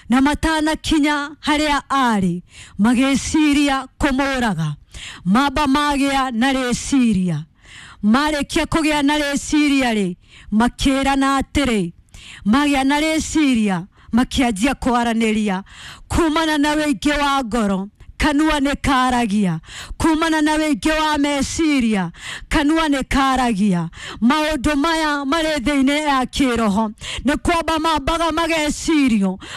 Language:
Kikuyu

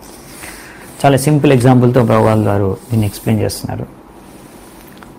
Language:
Telugu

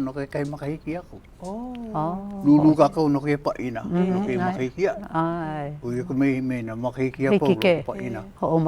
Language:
Hawaiian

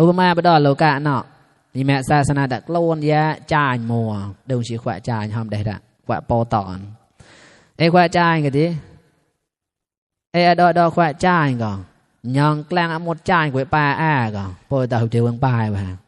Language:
Mon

